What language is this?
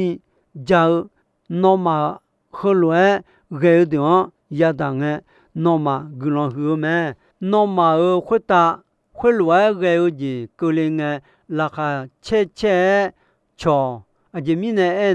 Akha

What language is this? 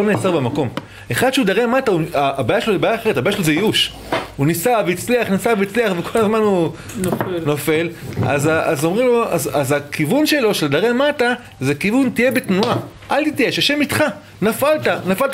Hebrew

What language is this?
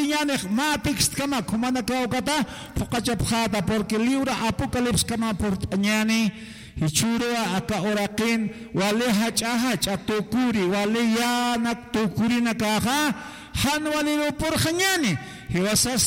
Aymara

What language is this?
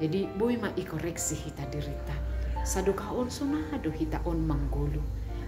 Batak Simalungun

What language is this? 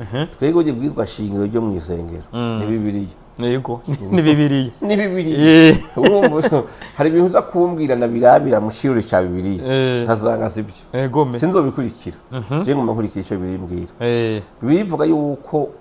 Rundi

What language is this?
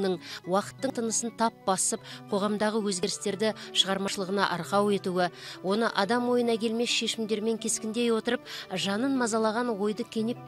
Kazakh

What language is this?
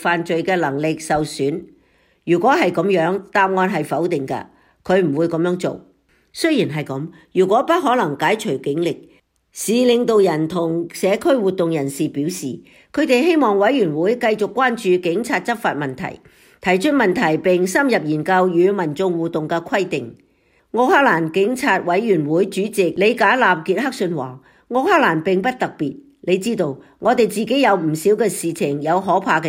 Cantonese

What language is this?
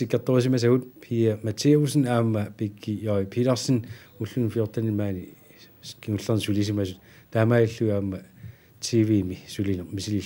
Kalaallisut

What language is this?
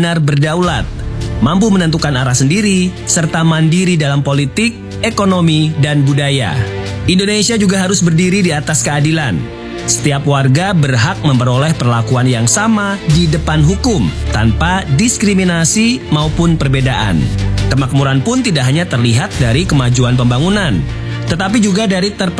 Indonesian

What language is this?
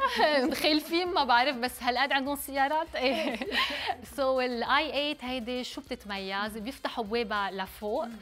North Levantine Arabic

